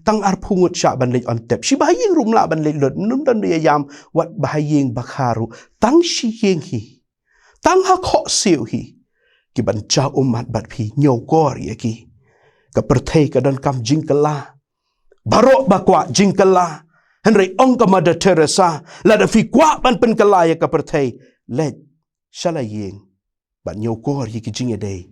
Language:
Khasi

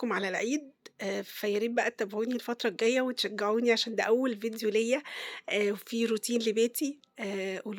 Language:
Egyptian Arabic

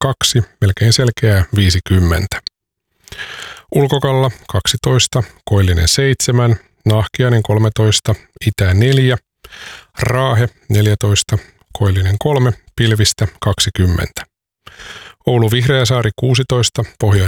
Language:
Finnish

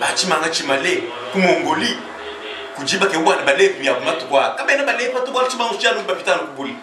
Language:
Luba-Lulua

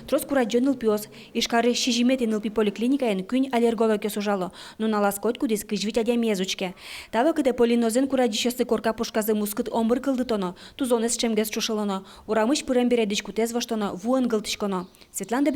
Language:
Udmurt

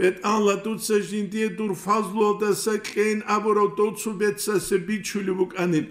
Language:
Avaric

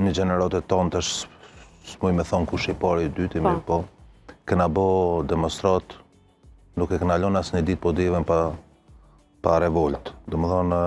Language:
Albanian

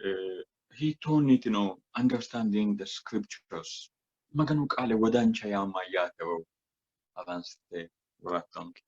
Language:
Sidamo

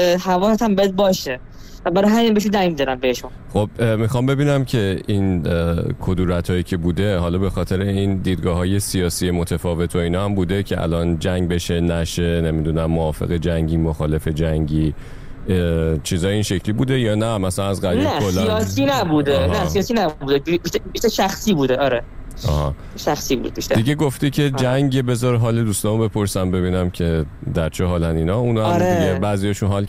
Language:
Persian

